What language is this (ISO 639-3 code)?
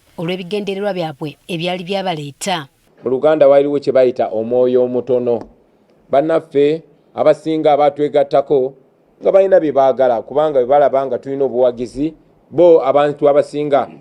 lug